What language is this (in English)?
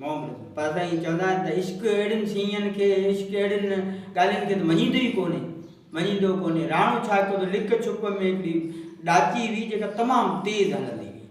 Sindhi